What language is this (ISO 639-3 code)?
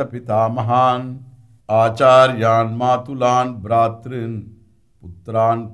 san